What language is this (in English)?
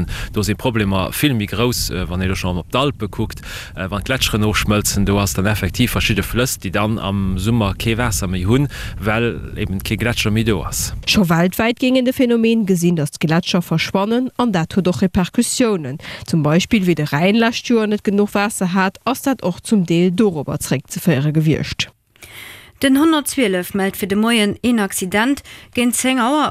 Luxembourgish